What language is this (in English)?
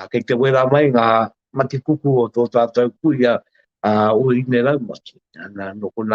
Māori